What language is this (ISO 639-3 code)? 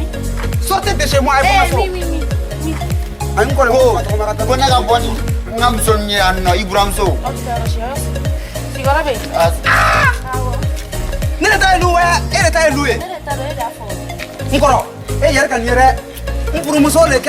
bam